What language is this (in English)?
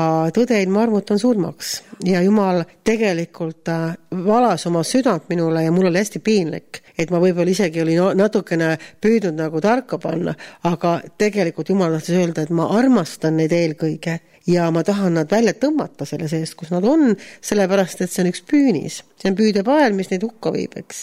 Estonian